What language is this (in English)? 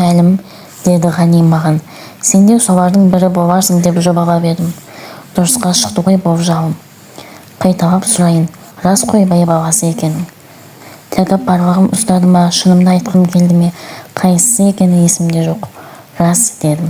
Kazakh